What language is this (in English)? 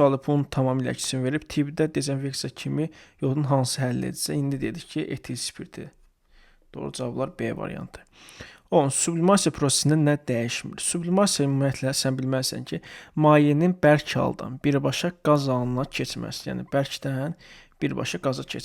Azerbaijani